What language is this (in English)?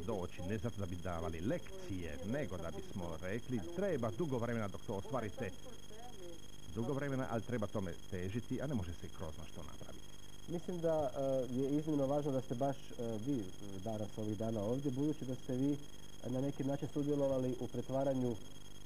Croatian